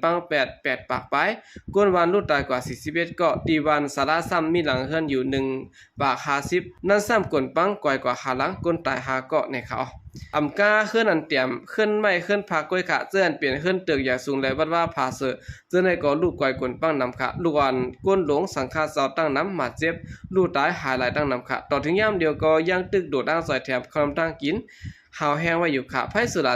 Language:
Shan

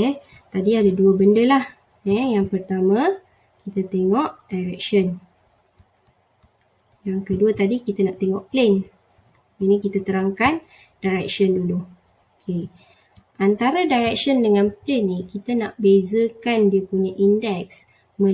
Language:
Malay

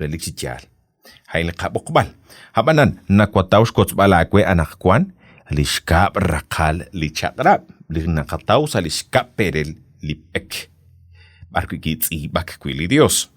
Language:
Kekchí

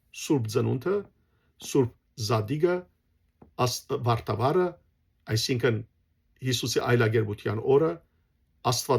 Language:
Western Armenian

